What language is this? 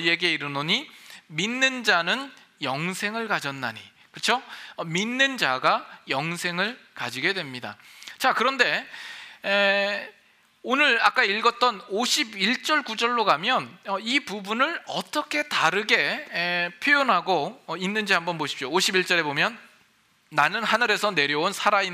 Korean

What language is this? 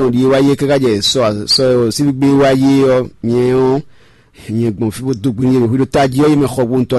Fon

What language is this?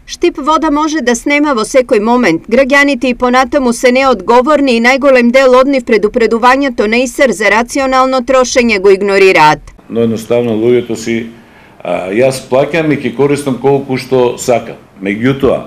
Macedonian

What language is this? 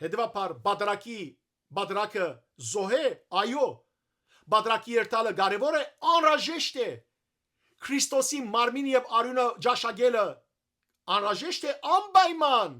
Western Armenian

